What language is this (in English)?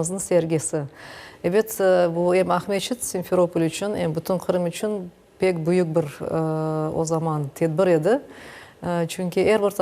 Crimean Tatar